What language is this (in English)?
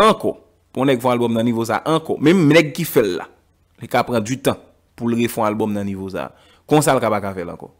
Haitian Creole